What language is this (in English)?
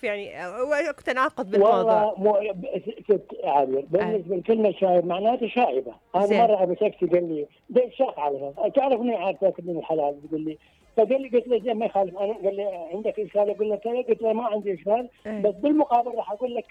Mesopotamian Arabic